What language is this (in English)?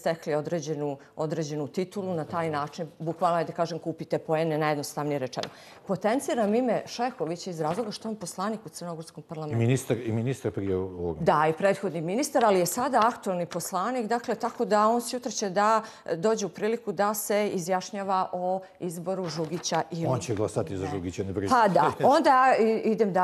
Bosnian